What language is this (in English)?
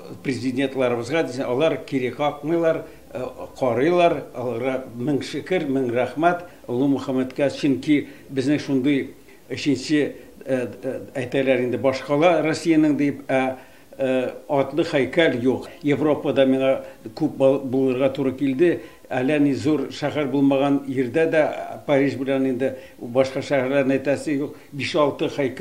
Tatar